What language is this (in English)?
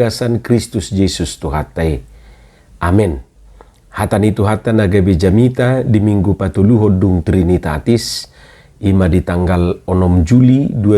Batak Toba